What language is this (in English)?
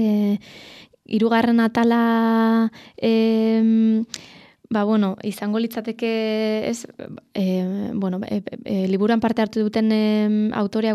Basque